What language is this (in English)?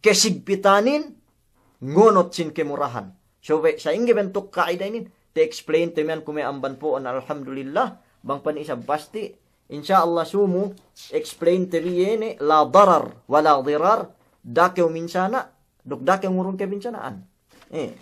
Yakan